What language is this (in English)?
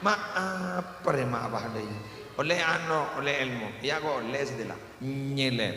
Madurese